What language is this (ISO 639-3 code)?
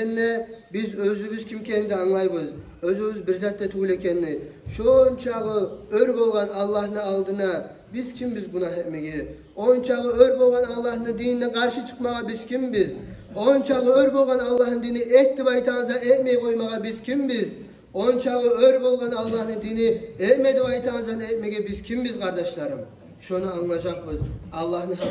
kum